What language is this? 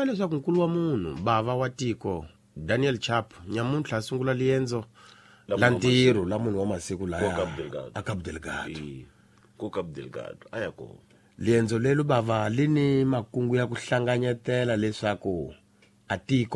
Tsonga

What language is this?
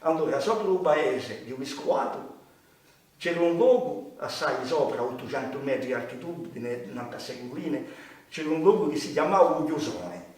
Corsican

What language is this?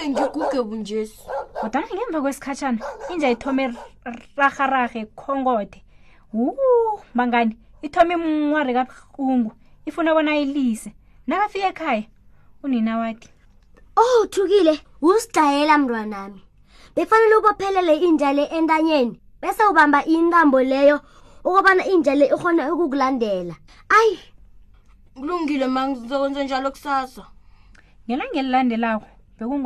South Ndebele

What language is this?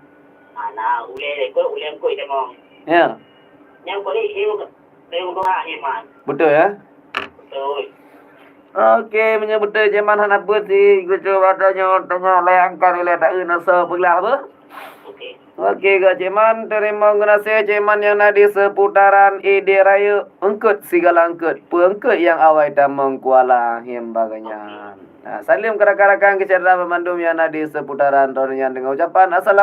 Achinese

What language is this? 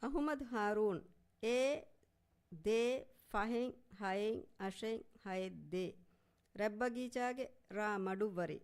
Divehi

